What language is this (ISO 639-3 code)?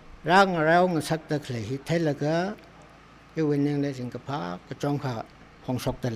nmf